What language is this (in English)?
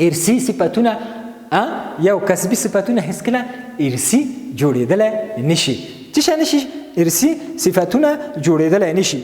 Pashto